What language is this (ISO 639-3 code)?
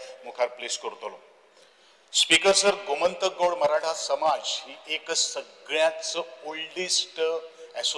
kok